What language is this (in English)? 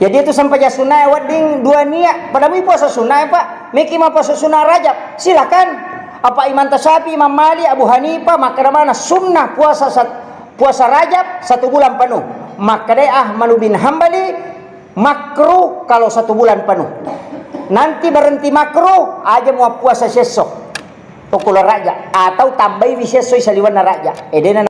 Buginese